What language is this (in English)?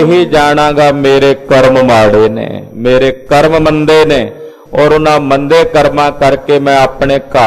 Punjabi